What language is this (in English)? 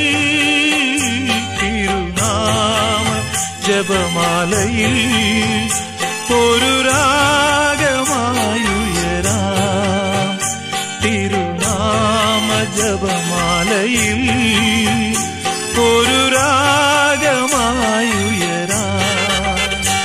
Malayalam